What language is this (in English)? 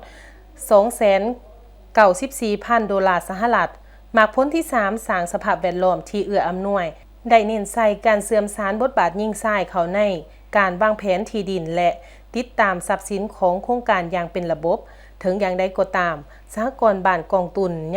Lao